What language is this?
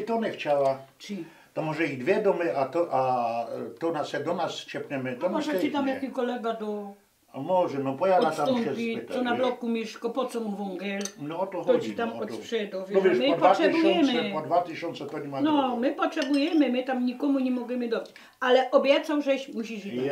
Silesian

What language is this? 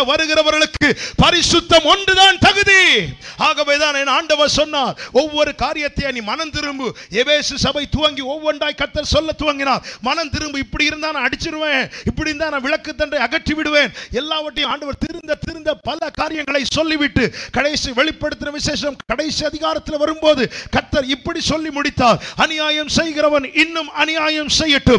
Tamil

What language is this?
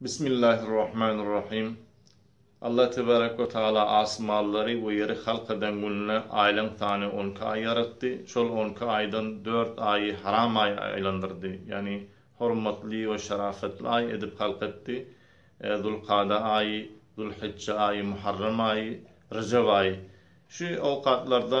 Turkmen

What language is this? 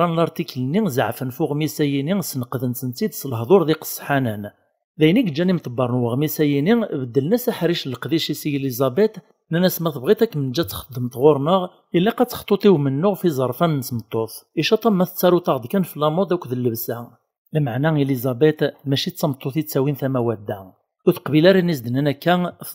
Kabyle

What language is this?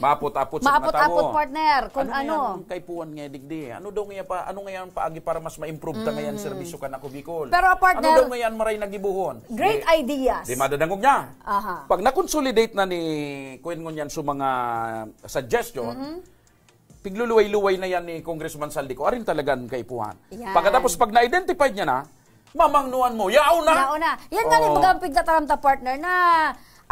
Bikol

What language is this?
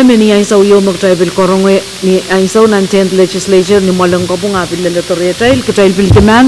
Pohnpeian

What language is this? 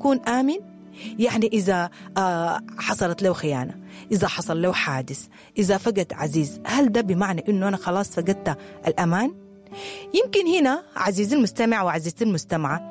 Sudanese Arabic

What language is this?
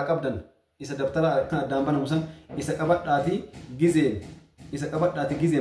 Oromo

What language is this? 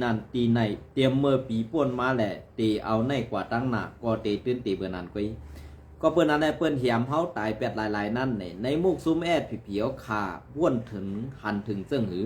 Shan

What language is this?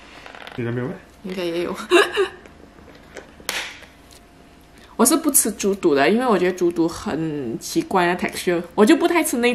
Chinese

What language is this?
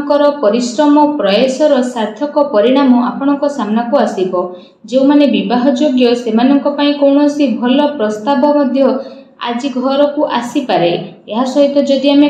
Odia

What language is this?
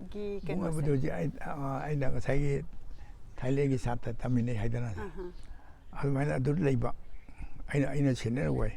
Manipuri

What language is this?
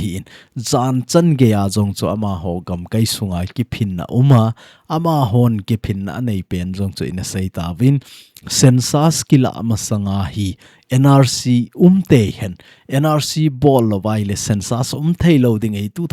Thado Chin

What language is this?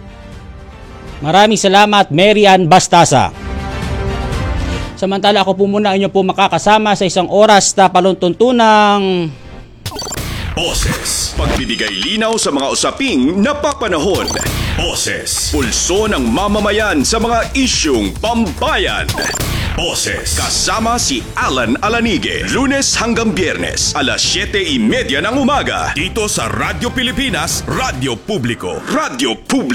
Filipino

